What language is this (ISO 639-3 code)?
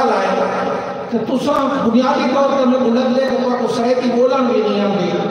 skr